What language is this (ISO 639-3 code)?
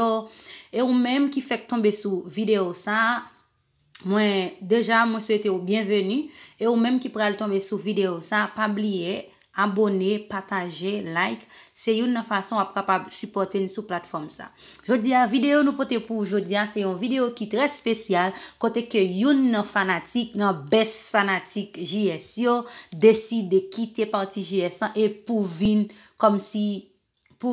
hat